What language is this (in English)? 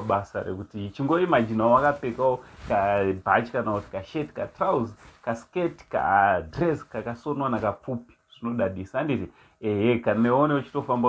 Shona